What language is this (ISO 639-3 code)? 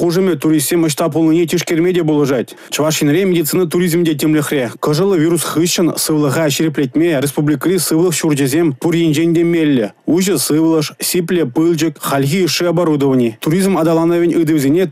chv